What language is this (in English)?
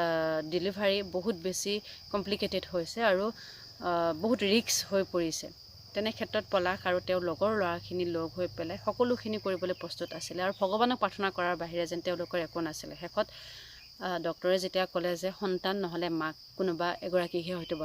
Assamese